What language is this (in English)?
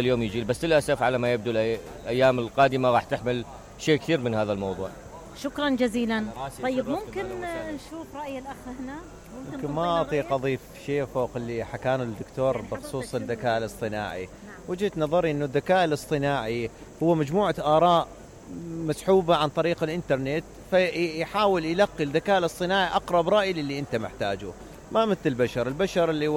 Mesopotamian Arabic